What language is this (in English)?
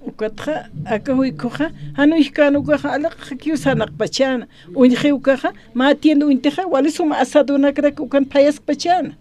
Aymara